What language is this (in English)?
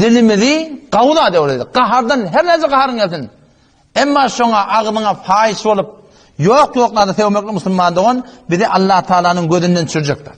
Turkmen